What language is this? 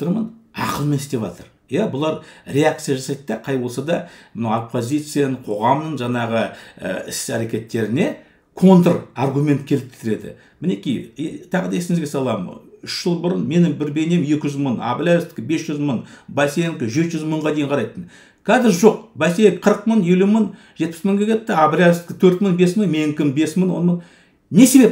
Kazakh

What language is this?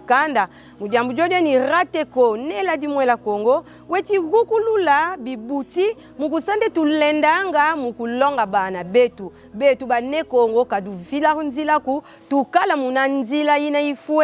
Kongo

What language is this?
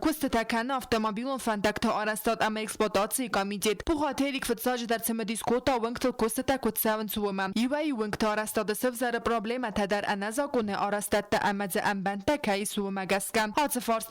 Ossetic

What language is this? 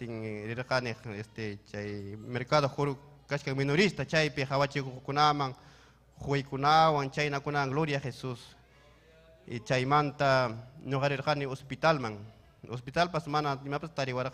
Ayacucho Quechua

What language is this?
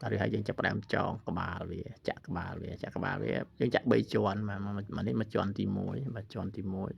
Khmer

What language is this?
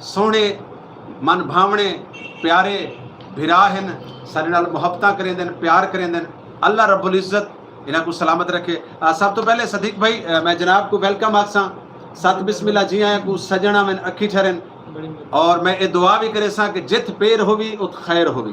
Saraiki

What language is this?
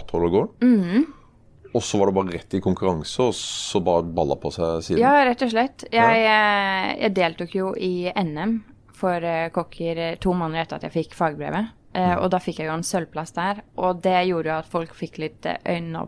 Norwegian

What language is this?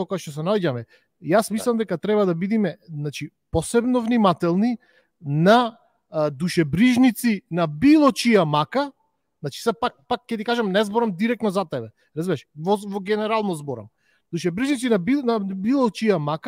Macedonian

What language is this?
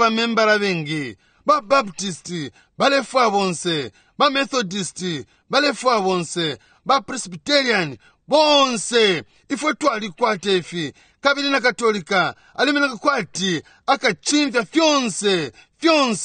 Bemba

